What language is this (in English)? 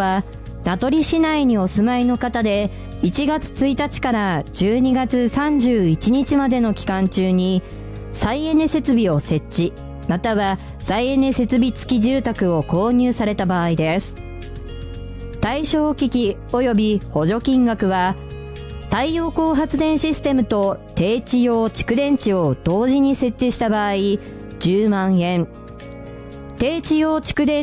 Japanese